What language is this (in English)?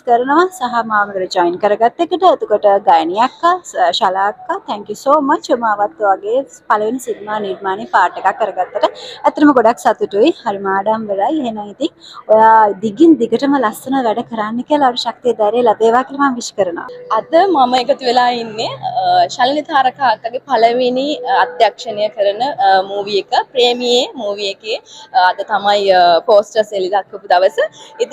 Sinhala